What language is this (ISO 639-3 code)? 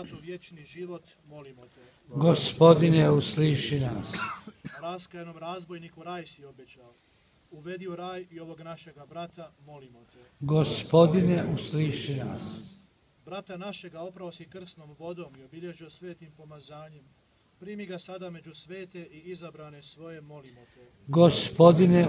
hrv